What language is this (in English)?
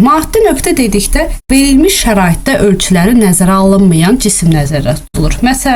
Azerbaijani